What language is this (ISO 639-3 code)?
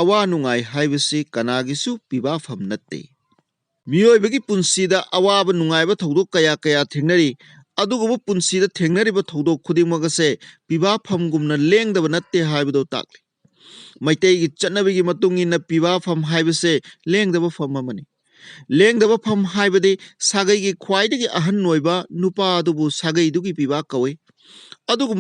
mni